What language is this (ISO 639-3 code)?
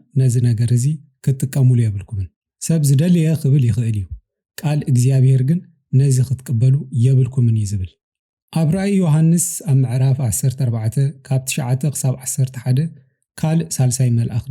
tir